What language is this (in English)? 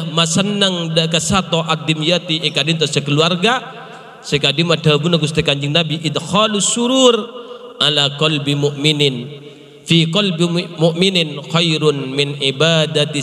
Madurese